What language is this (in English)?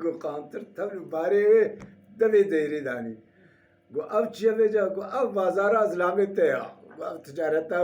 Kurdish